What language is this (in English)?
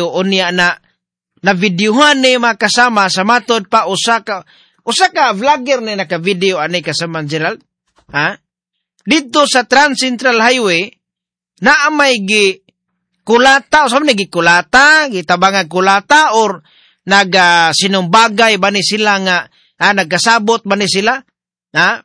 Cebuano